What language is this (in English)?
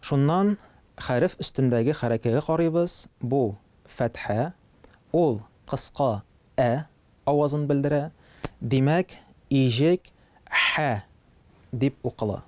Tatar